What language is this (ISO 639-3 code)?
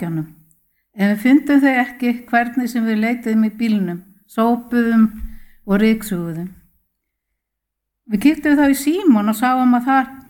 isl